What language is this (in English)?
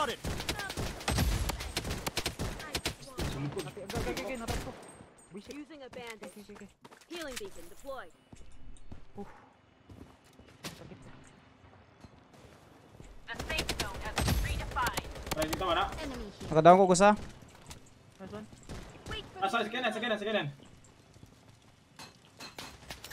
Filipino